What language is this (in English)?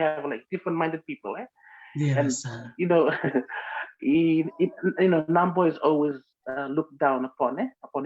Fijian